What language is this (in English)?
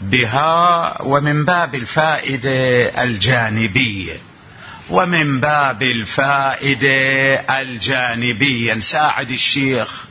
Mesopotamian Arabic